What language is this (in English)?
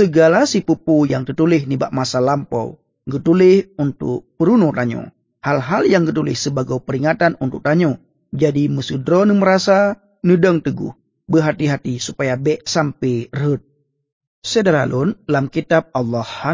Achinese